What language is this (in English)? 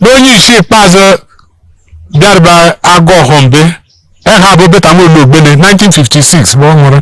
Igbo